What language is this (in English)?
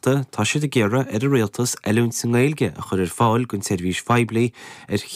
Irish